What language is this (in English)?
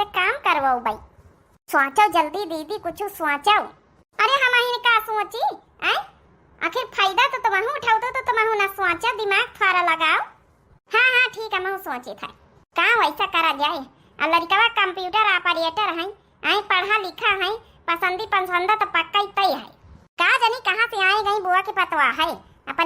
Awadhi